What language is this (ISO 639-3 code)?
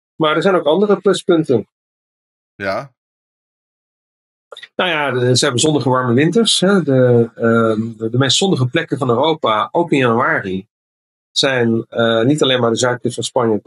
nld